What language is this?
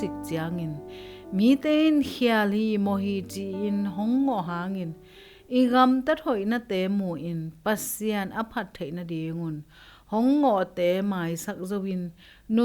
Tedim Chin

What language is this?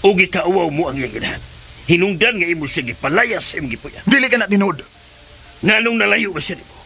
Cebuano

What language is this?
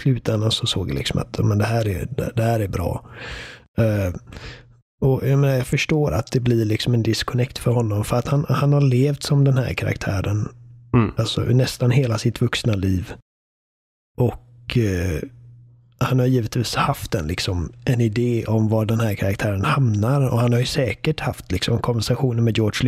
Swedish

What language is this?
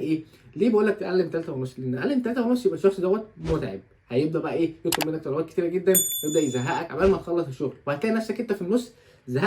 Egyptian Arabic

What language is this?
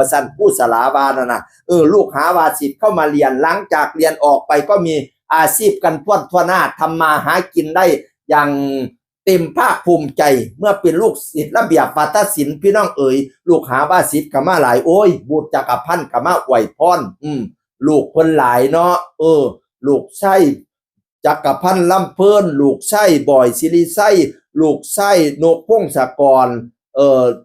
Northeastern Thai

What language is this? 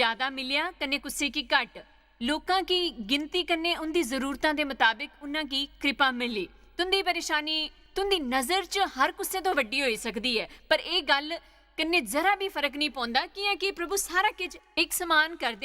Dogri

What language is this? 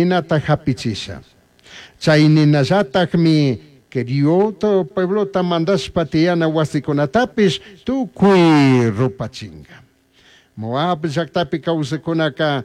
Chimborazo Highland Quichua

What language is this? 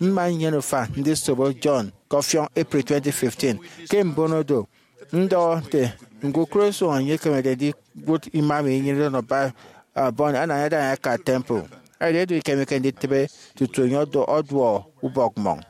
Efik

